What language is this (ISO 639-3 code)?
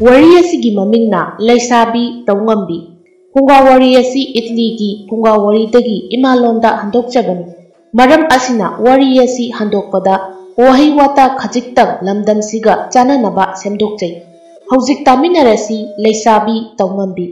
mni